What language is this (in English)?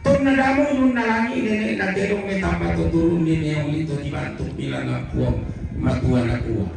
Toraja-Sa'dan